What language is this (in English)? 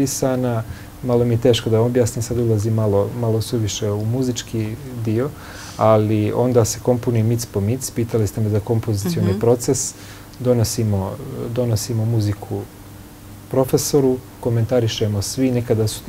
Bosnian